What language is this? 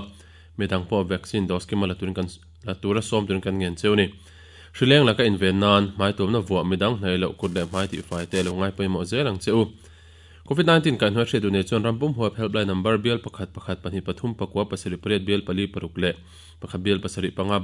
Mizo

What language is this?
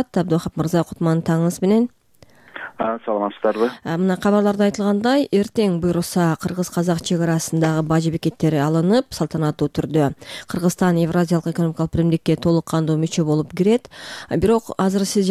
Kyrgyz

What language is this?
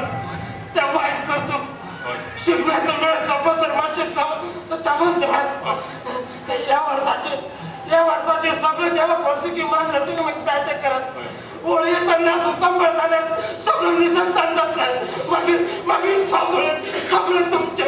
Konkani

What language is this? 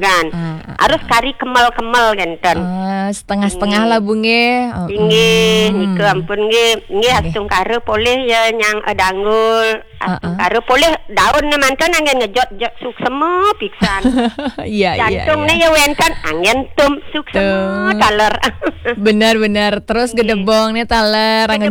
Balinese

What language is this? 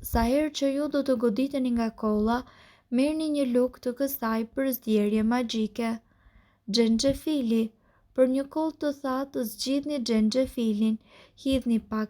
Albanian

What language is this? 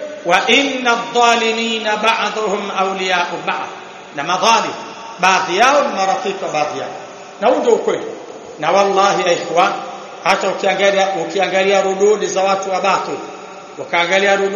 Swahili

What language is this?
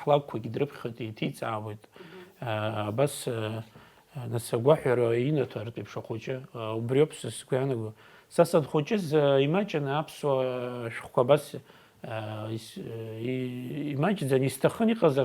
Abkhazian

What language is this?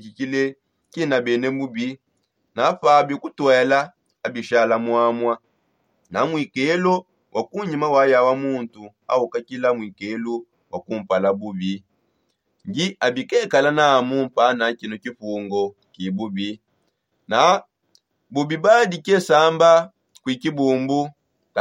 Songe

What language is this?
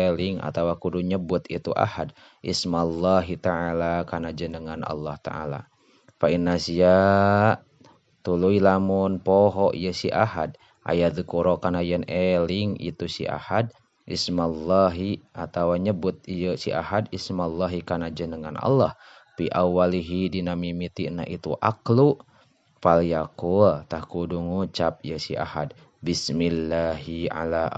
Sundanese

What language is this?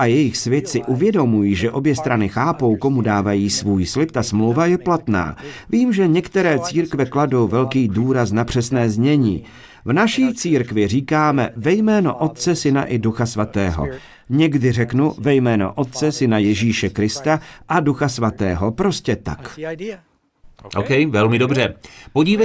Czech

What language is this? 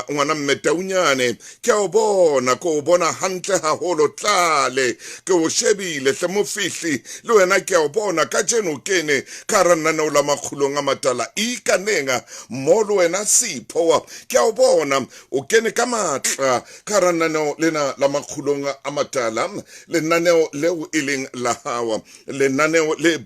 Southern Sotho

